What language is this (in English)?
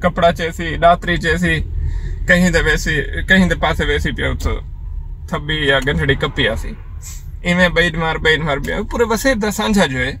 Saraiki